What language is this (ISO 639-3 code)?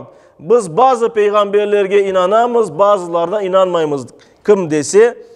crh